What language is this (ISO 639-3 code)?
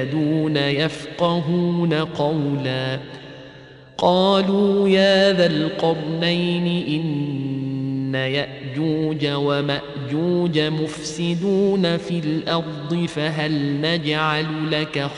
ara